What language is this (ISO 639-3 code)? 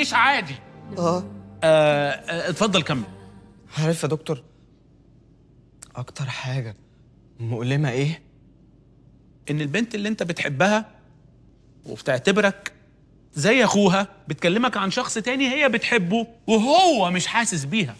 arz